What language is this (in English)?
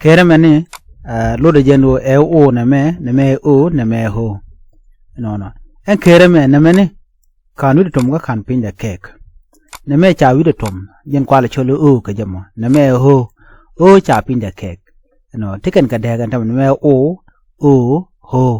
Nuer